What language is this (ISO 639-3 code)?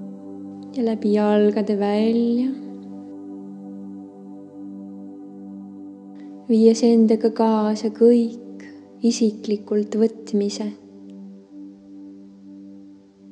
est